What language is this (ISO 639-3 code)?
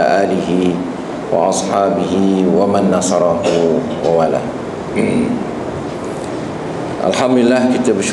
msa